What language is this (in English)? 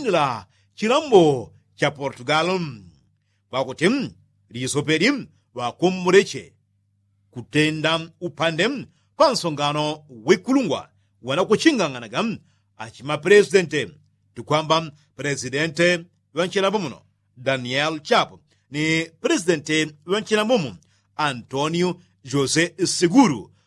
Yao